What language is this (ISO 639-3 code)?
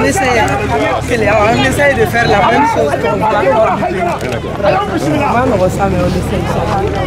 fra